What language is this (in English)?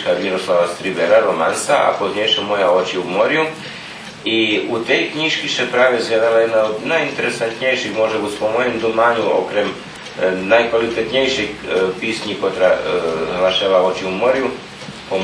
Rusyn